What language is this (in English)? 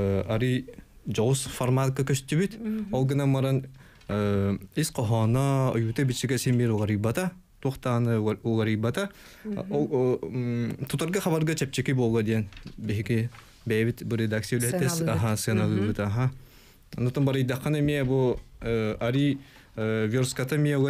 Yakut